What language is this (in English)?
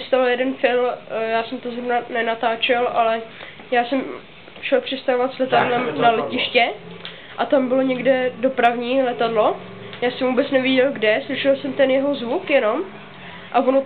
Czech